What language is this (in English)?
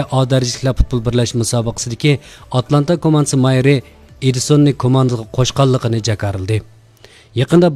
Uyghur